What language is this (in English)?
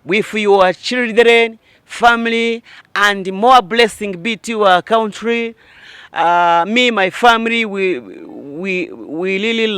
Kinyarwanda